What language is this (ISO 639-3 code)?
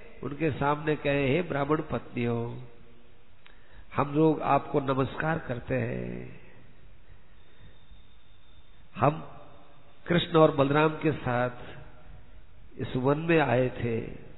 hin